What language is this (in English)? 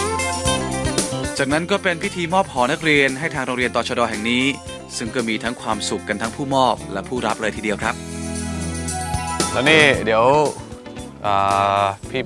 Thai